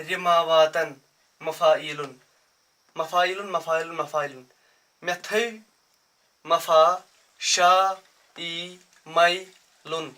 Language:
Kashmiri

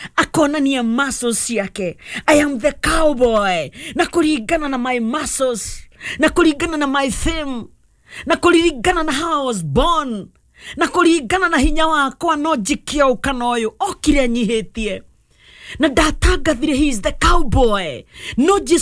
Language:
Kikuyu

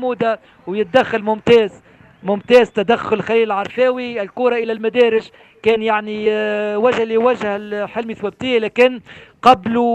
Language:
Tunisian Arabic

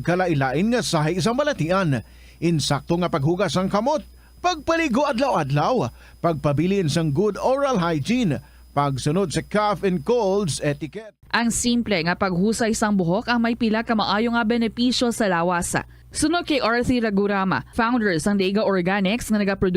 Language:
Hiligaynon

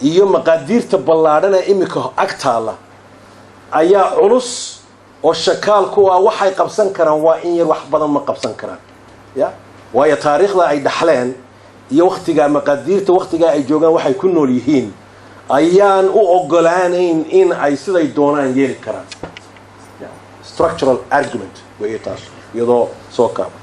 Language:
Somali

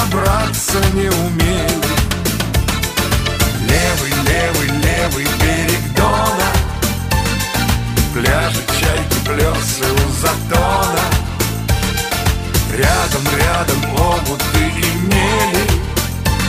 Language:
Russian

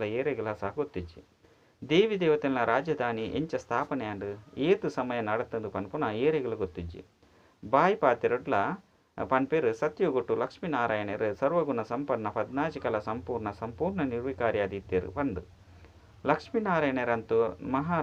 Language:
Tulu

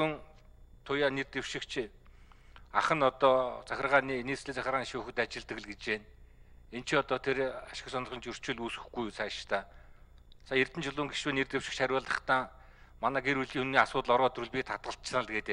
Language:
Mongolian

